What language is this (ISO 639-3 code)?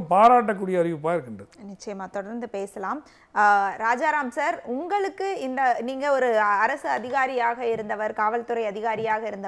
tam